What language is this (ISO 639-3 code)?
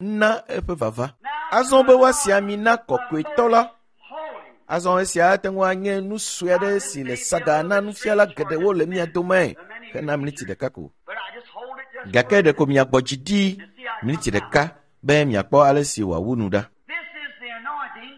ewe